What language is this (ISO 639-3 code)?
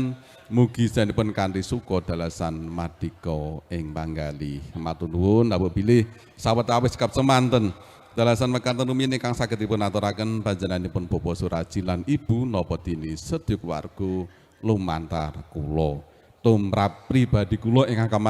jav